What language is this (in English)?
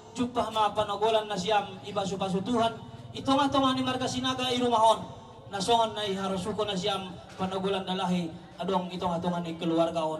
Batak Simalungun